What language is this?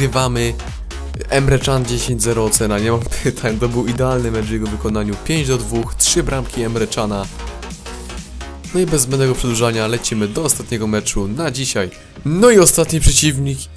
Polish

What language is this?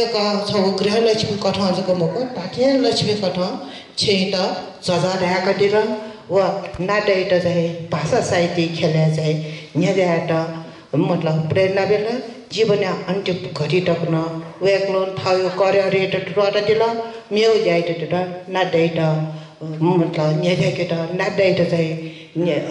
Newari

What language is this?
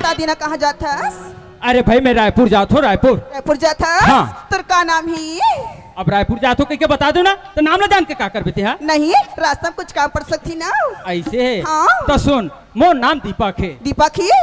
Chhattisgarhi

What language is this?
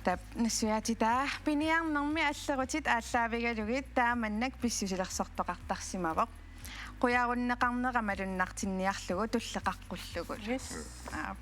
Kalaallisut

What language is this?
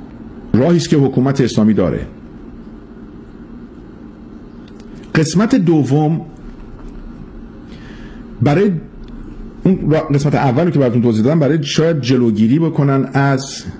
Persian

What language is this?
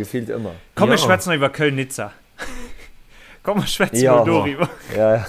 Luxembourgish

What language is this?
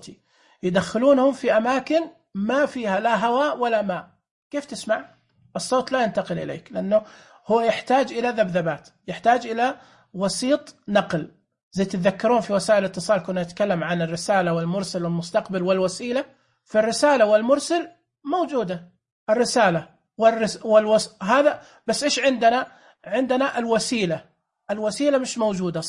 Najdi Arabic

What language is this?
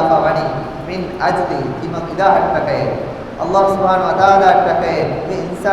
Divehi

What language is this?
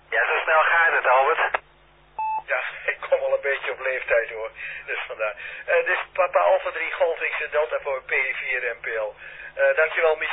Dutch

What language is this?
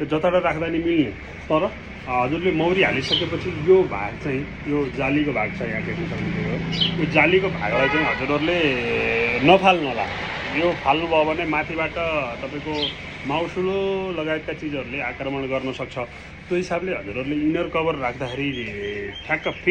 Nepali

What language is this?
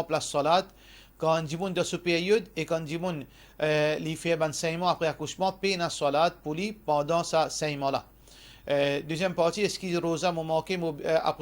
Morisyen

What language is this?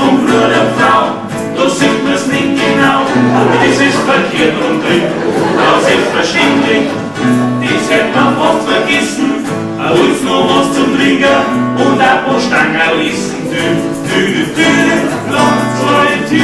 Bavarian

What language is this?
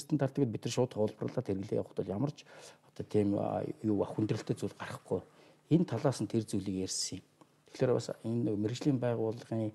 Mongolian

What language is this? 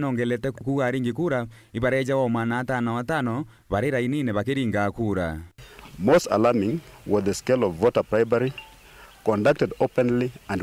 Meru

